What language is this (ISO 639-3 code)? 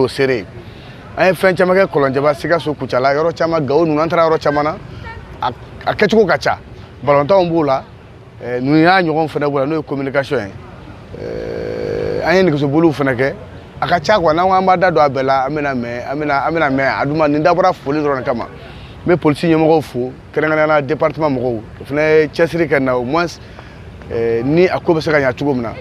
bam